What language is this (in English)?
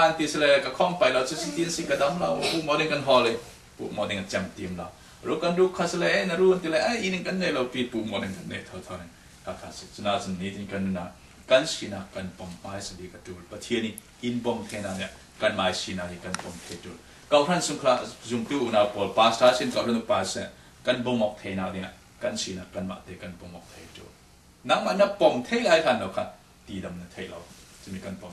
Falam Chin